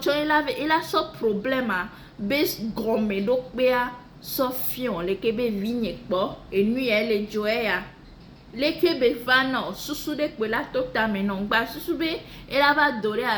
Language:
Ewe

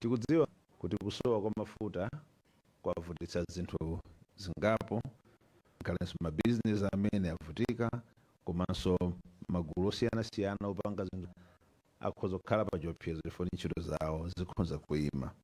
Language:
Nyanja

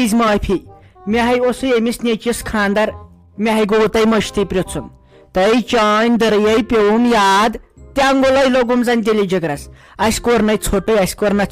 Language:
Kashmiri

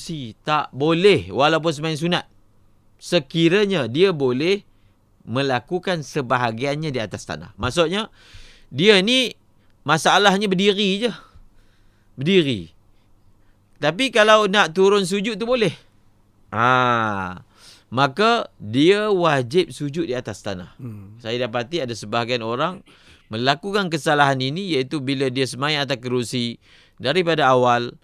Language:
Malay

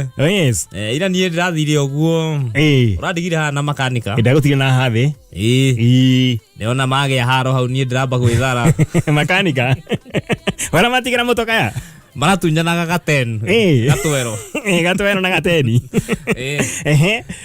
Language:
Kikuyu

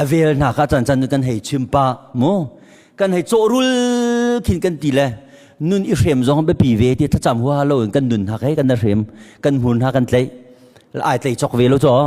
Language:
Hakha Chin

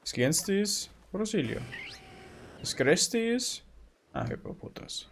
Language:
Bavarian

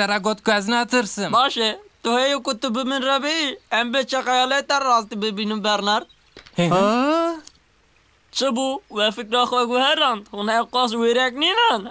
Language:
Kurdish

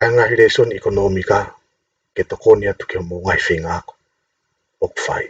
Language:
Tongan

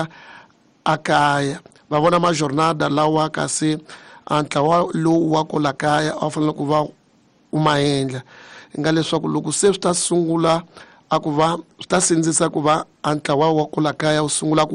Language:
Tsonga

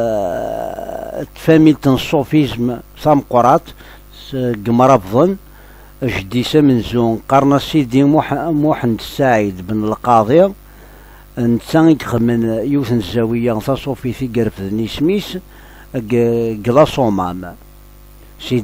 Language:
Kabyle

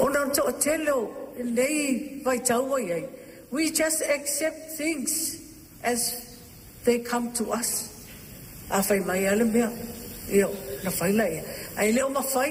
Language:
Samoan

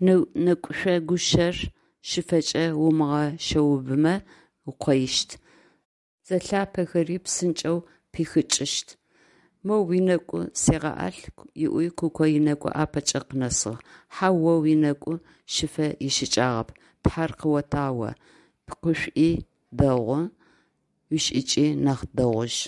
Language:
Adyghe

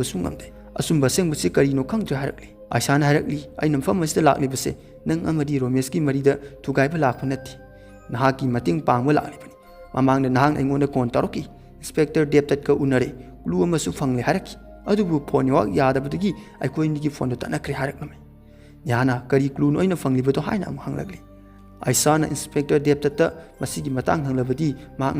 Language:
Manipuri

